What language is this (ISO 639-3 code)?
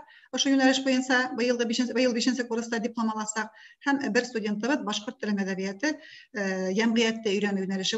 bak